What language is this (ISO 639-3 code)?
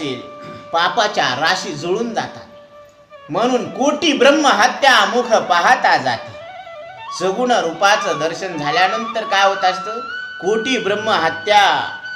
mar